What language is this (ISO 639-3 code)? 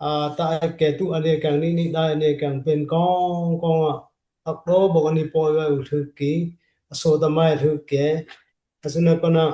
dis